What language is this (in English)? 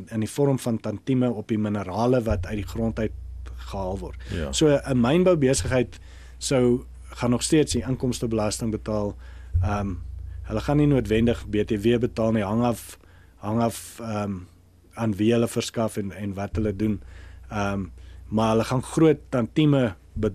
Afrikaans